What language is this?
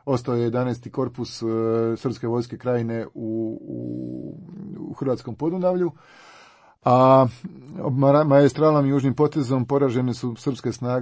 Croatian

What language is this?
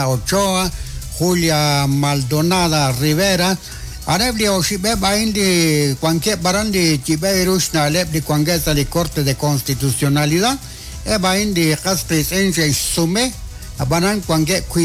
Kekchí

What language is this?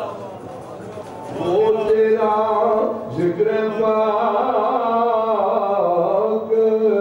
Urdu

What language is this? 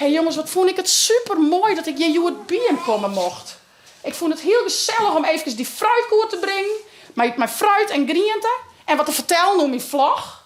Western Frisian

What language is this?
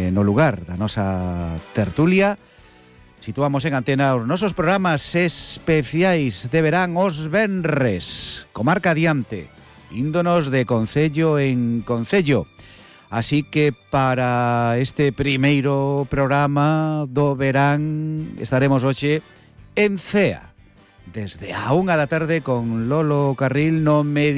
Galician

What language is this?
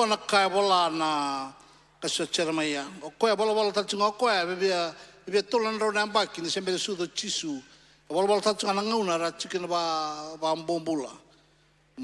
Fijian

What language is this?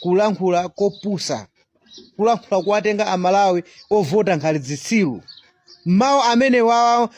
Nyanja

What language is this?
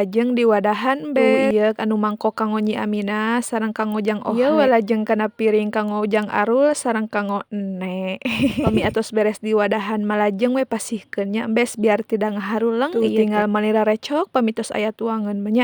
Sundanese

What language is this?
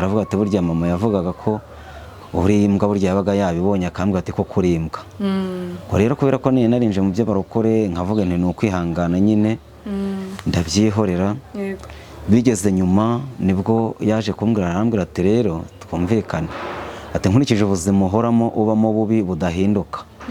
Kinyarwanda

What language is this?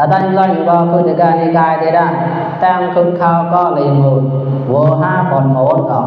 Mon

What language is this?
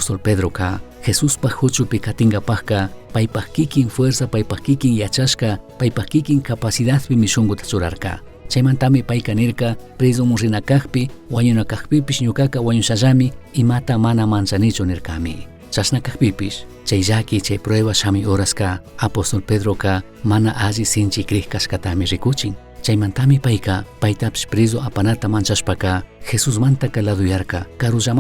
Chimborazo Highland Quichua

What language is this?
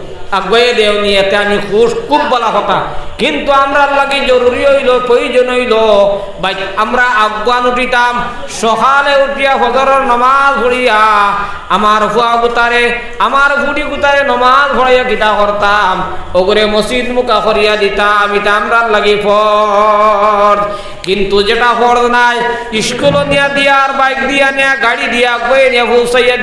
Sylheti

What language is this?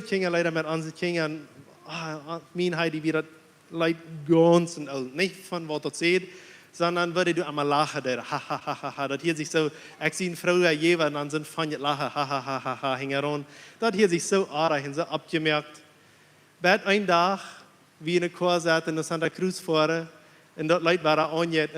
Plautdietsch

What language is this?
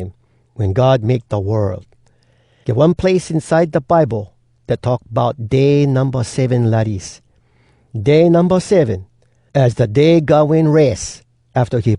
Hawai'i Creole English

